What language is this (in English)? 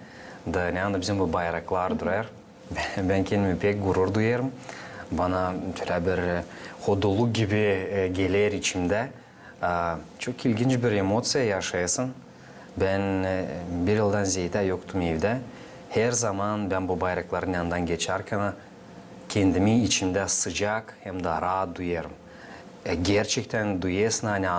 Gagauz